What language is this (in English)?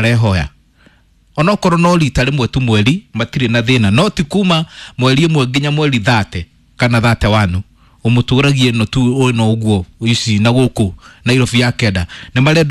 Kikuyu